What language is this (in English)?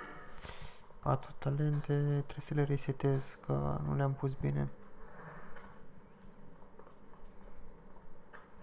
Romanian